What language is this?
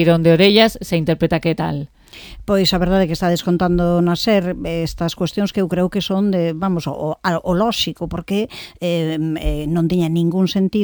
Galician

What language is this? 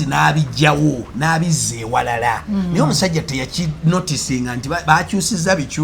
Ganda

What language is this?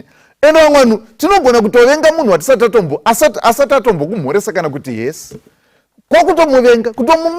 Shona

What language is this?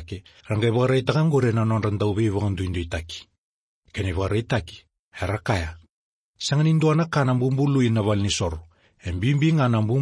Fijian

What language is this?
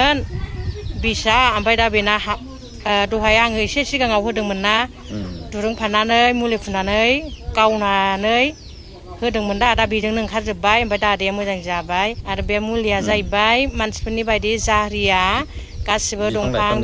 Bodo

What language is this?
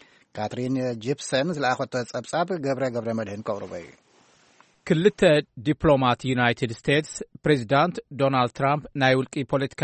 Tigrinya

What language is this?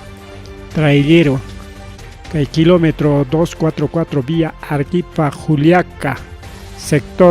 Ayacucho Quechua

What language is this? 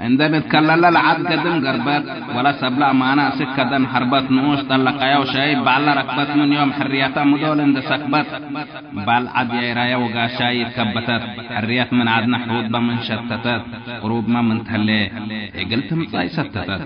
Tigre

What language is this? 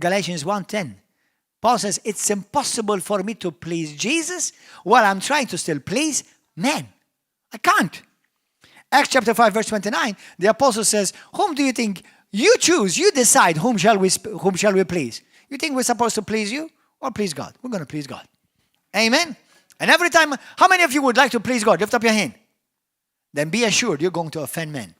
English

